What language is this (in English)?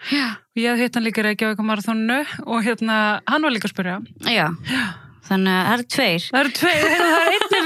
Icelandic